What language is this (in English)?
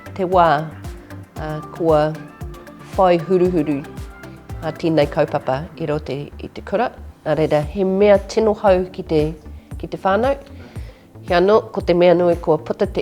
Māori